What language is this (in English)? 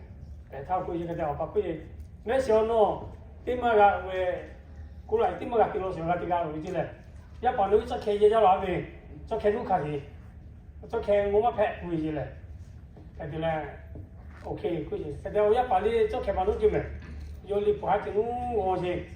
Lahu